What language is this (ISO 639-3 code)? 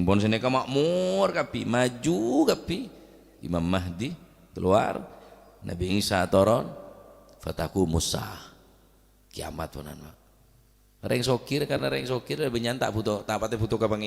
mad